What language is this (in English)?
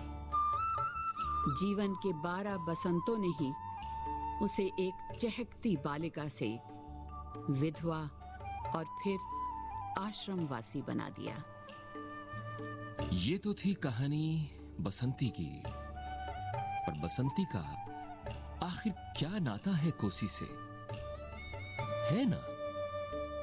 Hindi